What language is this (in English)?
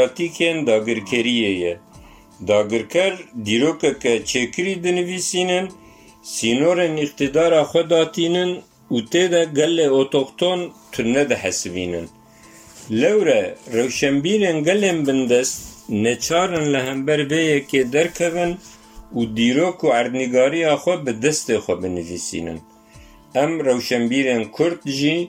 Kurdish